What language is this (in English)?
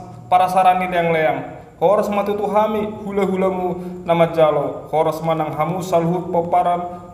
Batak Toba